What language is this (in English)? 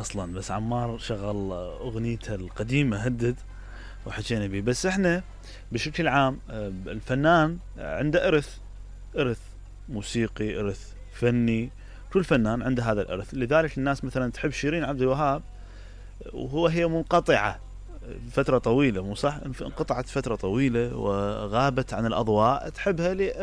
Mesopotamian Arabic